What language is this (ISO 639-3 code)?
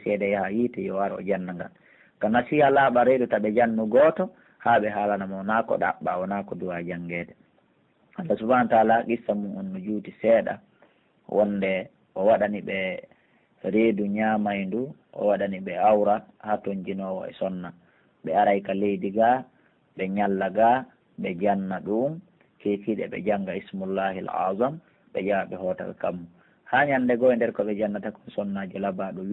fuf